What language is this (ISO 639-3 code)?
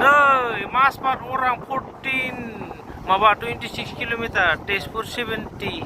brx